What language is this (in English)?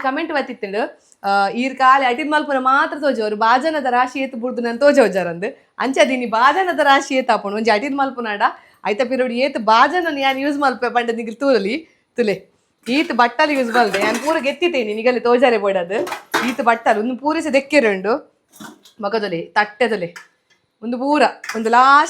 Tulu